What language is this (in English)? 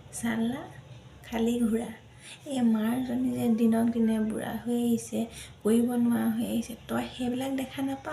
Assamese